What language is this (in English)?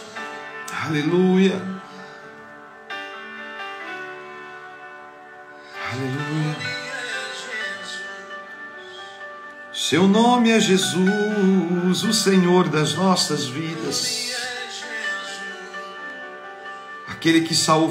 Portuguese